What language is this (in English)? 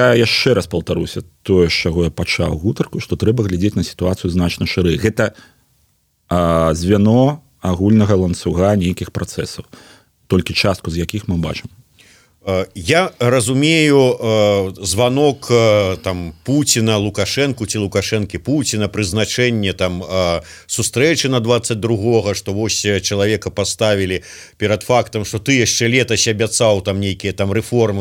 Belarusian